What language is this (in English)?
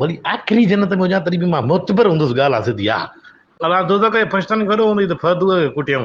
Sindhi